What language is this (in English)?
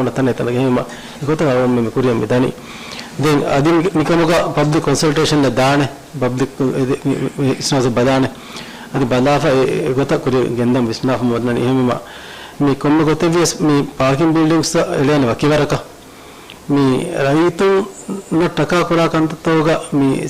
Divehi